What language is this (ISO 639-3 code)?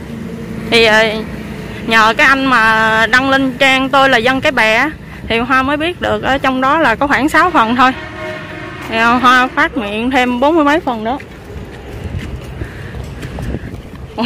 vie